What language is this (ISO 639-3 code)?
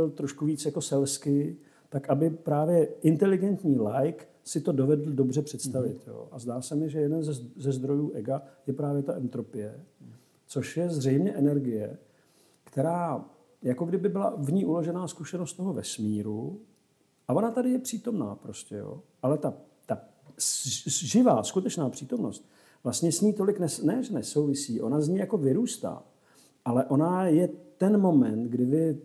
ces